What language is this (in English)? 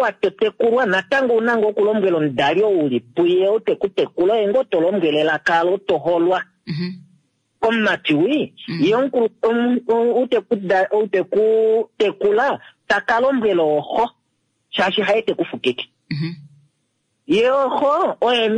Kuanyama